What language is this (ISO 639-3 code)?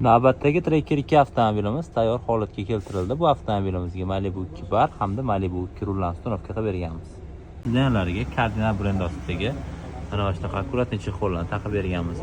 uzb